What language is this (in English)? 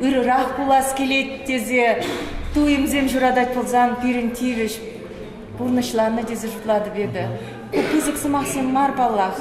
Chuvash